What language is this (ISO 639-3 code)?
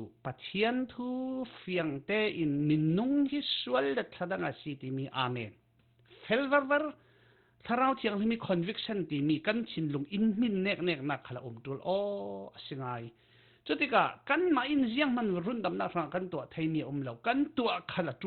cfm